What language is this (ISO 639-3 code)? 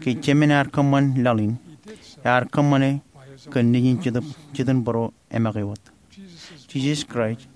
mah